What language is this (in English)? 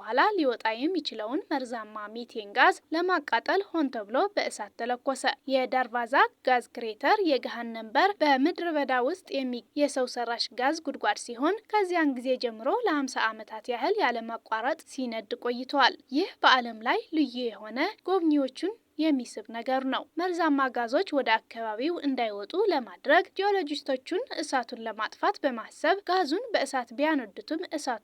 Amharic